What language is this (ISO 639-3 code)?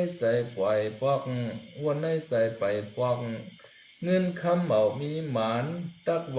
shn